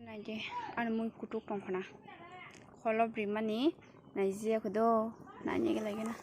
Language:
Kok Borok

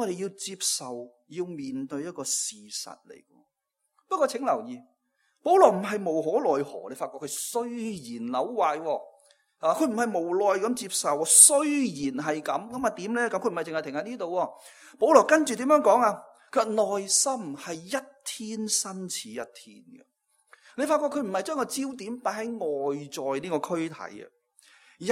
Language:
Cantonese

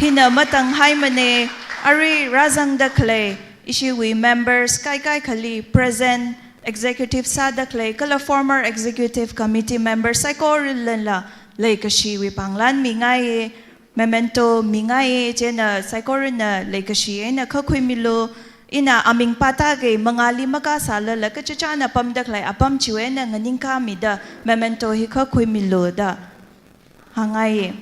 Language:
Tangkhul Naga (India)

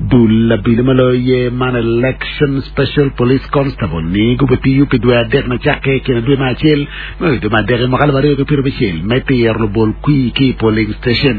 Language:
Acoli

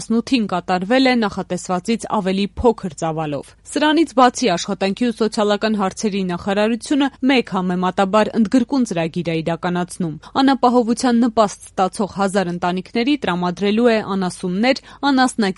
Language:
Armenian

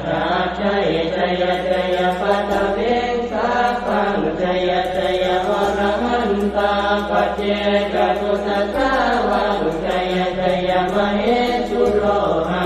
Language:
Pali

